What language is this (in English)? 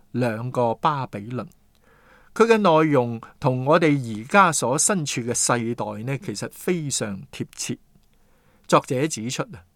Cantonese